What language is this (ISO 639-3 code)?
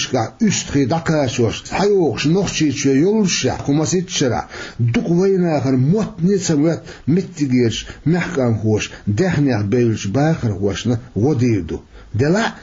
che